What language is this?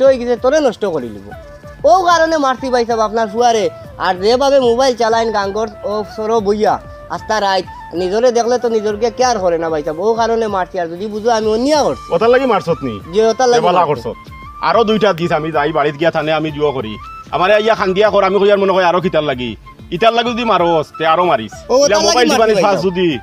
Sylheti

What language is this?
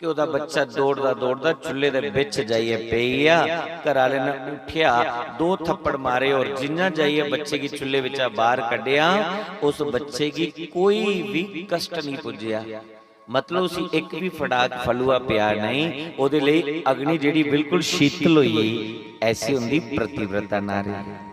Dogri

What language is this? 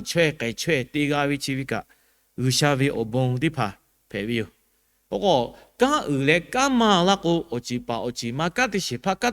Lahu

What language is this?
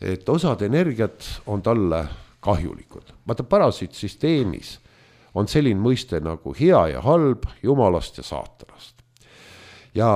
Estonian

